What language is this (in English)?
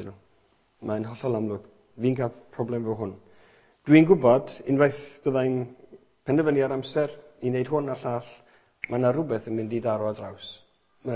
Welsh